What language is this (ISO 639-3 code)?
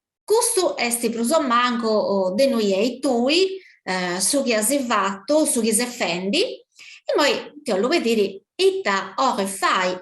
srd